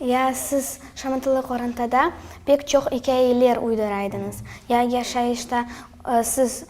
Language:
Crimean Tatar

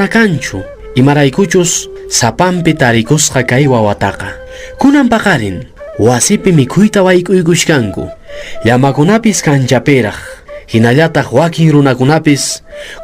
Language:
Quechua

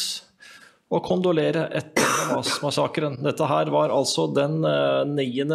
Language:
Norwegian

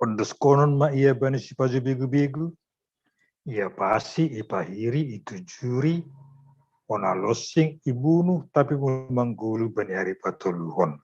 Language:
Batak Simalungun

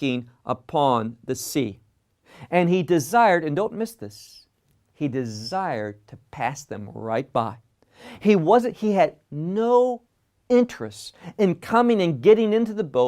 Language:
English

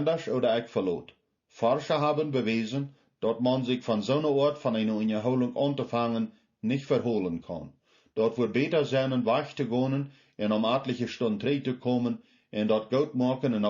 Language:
Plautdietsch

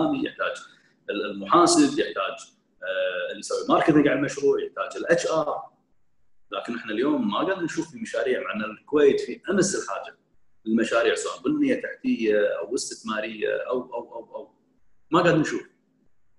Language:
Gulf Arabic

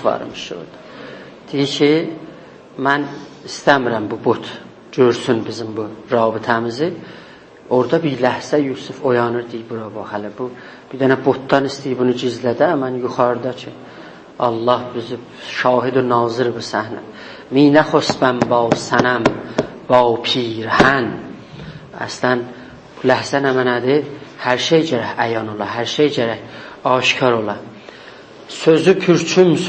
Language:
South Azerbaijani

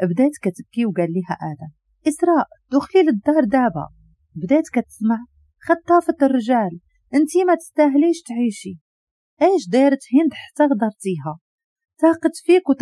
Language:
Moroccan Arabic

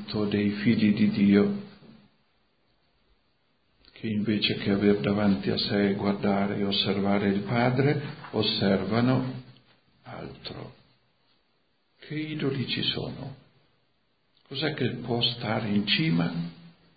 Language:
Italian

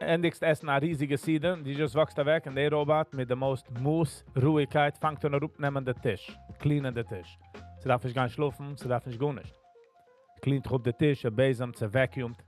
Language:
Yiddish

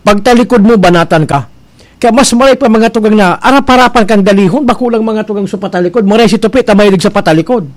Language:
Bikol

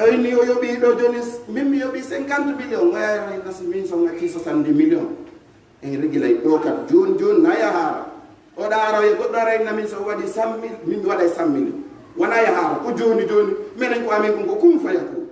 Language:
Pular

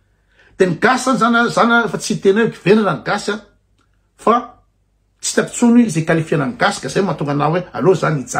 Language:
Malagasy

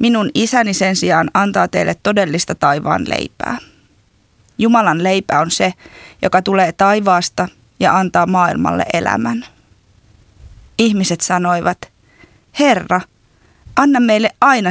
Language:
Finnish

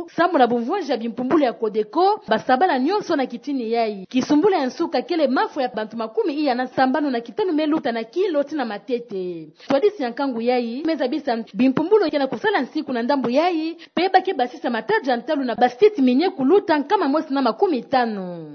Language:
Kituba (Democratic Republic of Congo)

